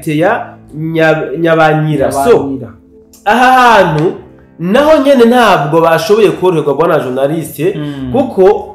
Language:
Rundi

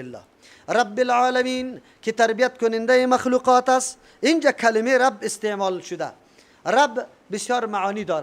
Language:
Persian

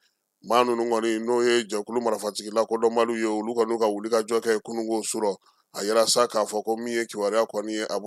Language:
Bambara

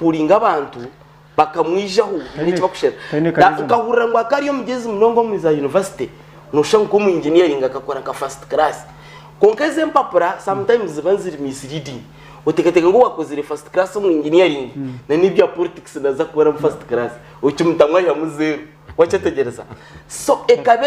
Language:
Nyankole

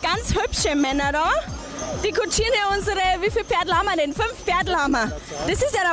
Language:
Bavarian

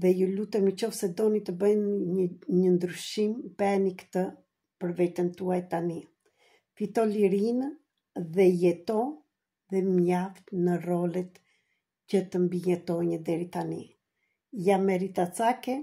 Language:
Albanian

